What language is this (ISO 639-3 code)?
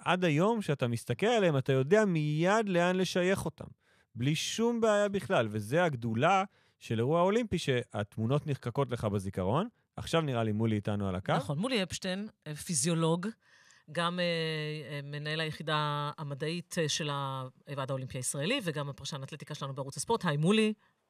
heb